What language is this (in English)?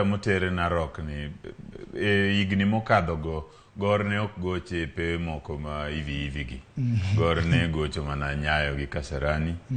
Luo (Kenya and Tanzania)